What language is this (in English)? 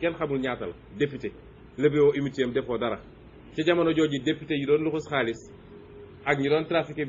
Wolof